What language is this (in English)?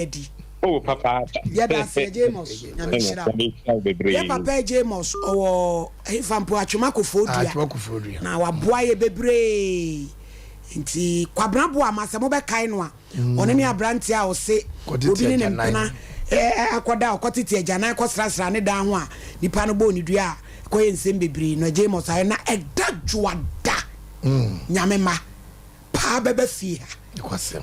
Akan